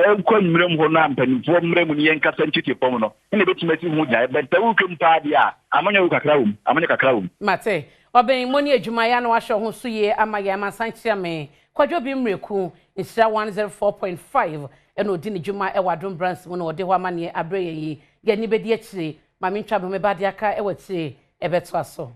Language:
Akan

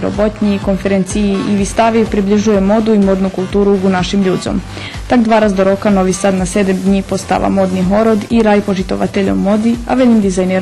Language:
Rusyn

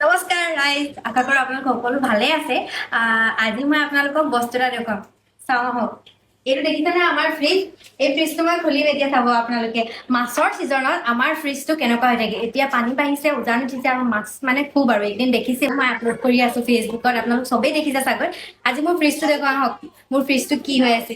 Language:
Assamese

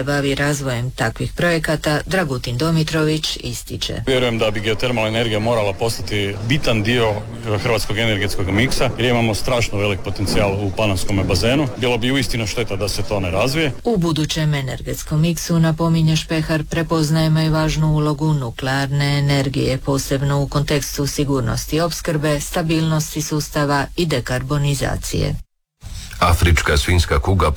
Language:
Croatian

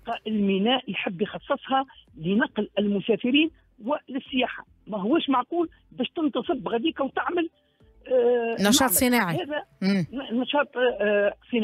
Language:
Tunisian Arabic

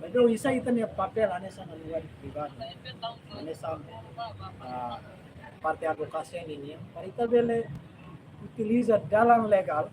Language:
Tetum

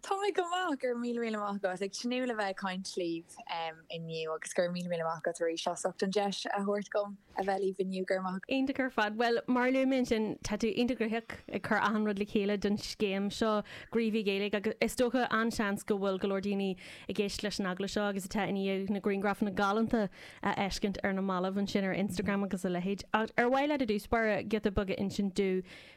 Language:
Irish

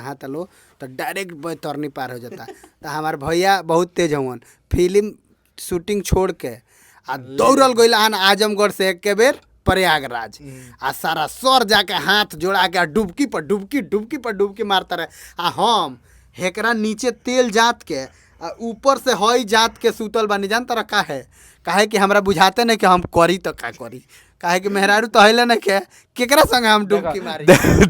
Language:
Bhojpuri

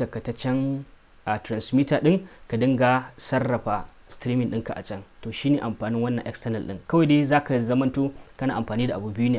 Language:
Hausa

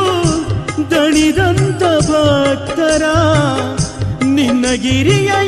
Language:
Kannada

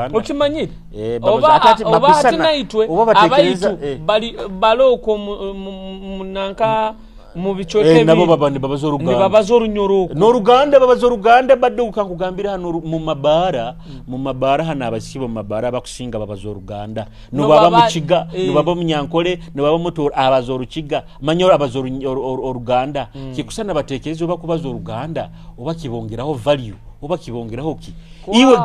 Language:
Nyoro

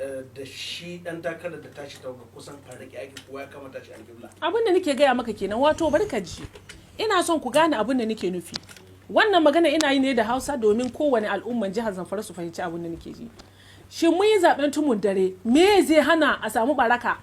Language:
Hausa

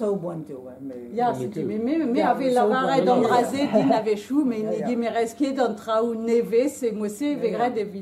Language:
Breton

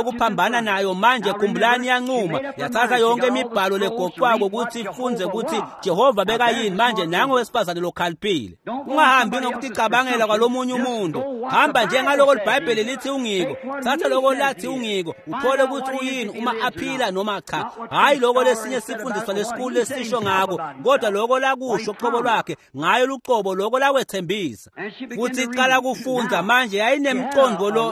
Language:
Swati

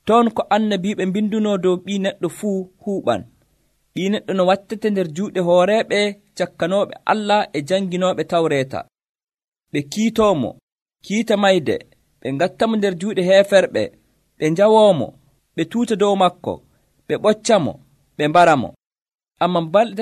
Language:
Nigerian Fulfulde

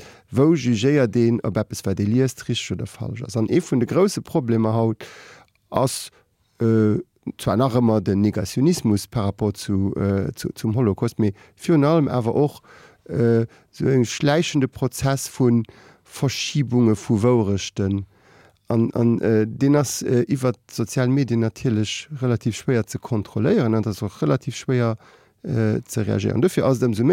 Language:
Luxembourgish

